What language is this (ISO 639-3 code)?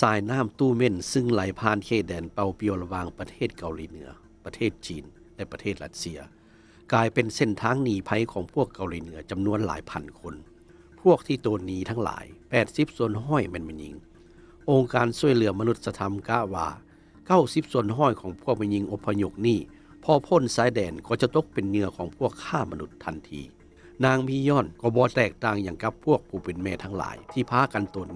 lao